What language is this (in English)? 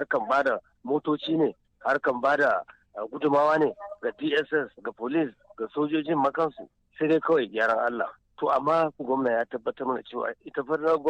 Hausa